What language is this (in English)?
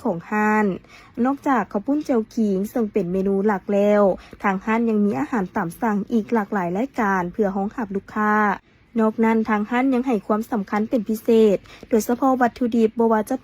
Lao